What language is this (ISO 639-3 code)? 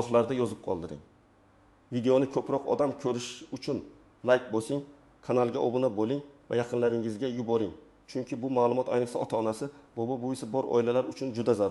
uzb